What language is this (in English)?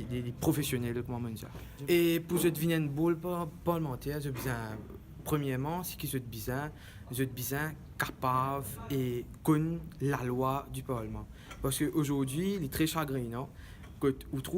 Morisyen